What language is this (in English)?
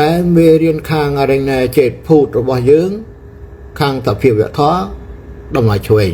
Khmer